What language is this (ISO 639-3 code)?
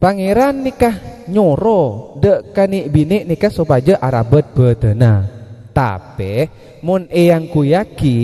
mad